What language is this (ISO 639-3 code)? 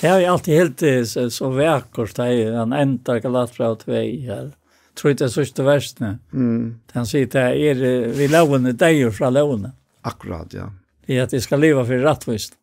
fao